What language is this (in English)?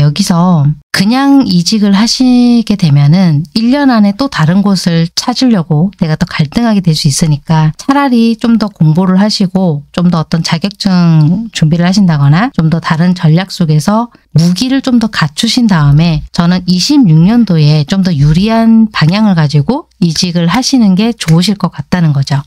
Korean